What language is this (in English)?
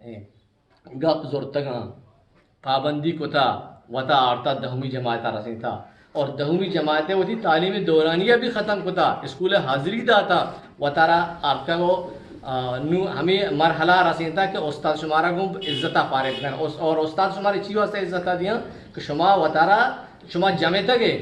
Eastern Balochi